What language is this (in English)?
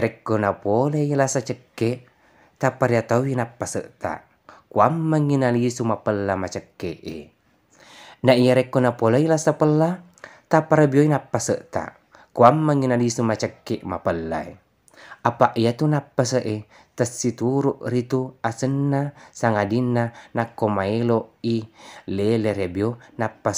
Buginese